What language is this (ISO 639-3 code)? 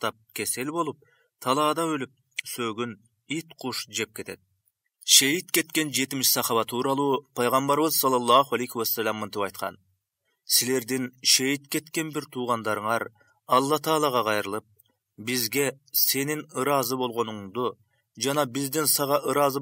kir